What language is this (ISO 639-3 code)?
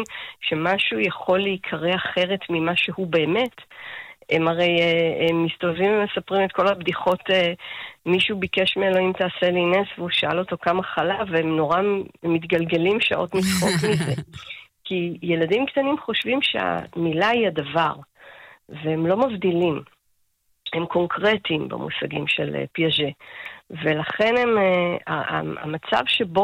heb